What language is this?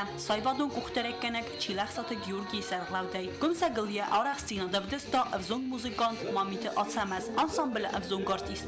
Ossetic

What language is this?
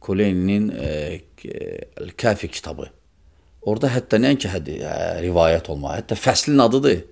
Azerbaijani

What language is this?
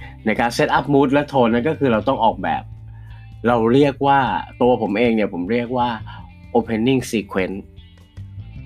Thai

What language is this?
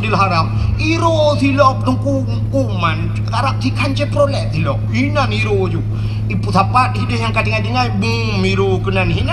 Achinese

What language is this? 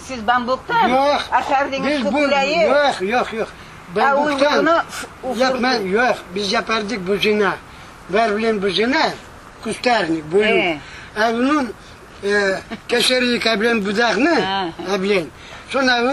Crimean Tatar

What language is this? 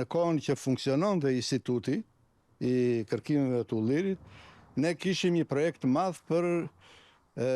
Albanian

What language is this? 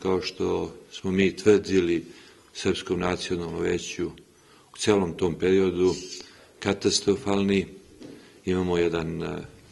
Serbian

